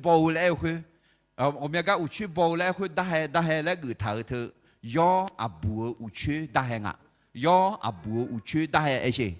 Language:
Akha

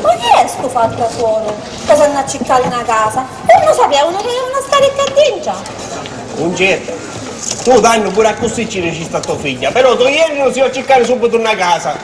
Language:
Sicilian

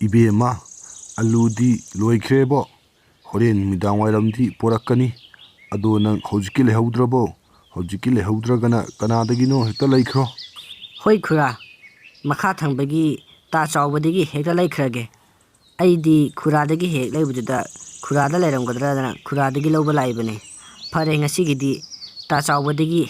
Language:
Manipuri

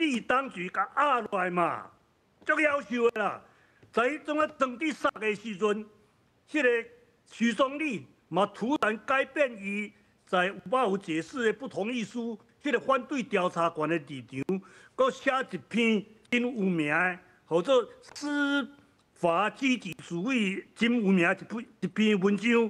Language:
Min Nan Chinese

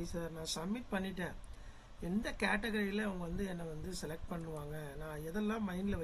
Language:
Tamil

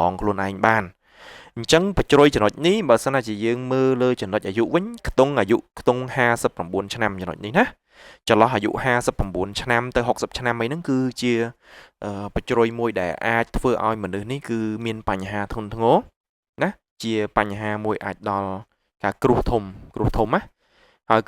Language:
Khmer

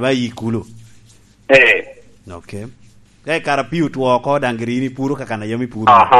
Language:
Lango (Uganda)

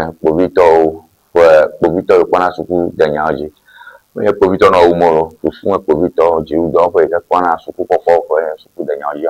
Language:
Ewe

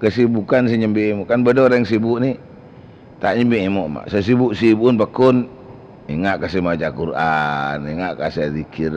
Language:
Madurese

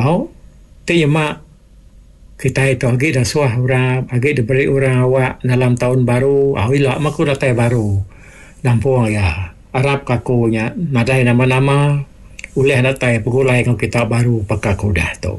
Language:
Iban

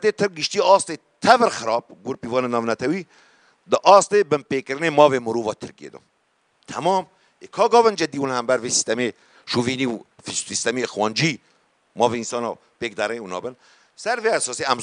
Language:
Kurdish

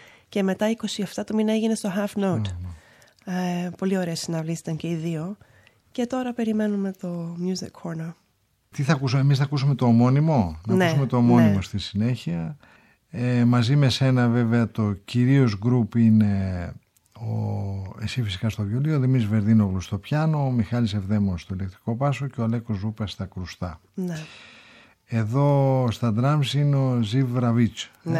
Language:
Greek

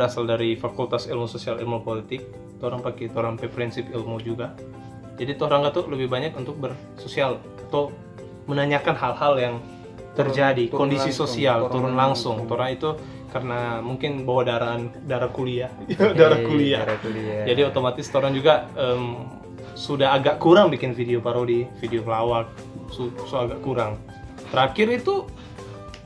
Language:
Manado Malay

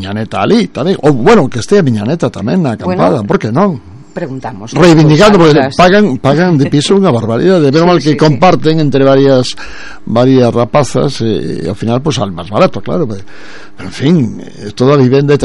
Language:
Galician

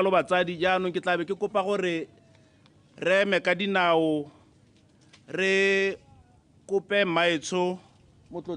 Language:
Tswana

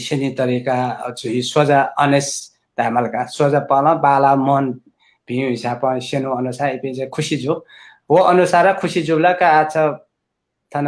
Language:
Newari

